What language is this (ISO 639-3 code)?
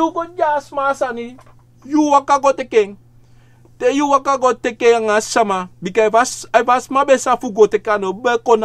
srn